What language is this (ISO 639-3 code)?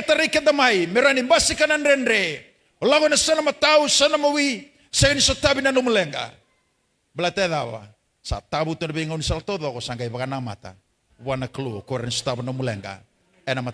fij